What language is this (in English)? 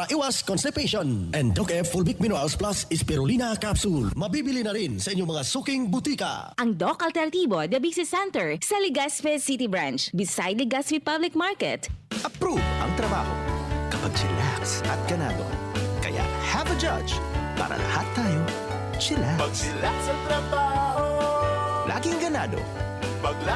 Bikol